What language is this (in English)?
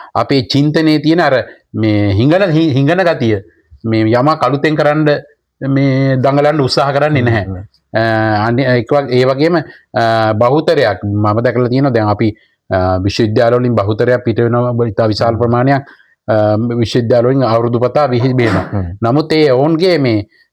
Sinhala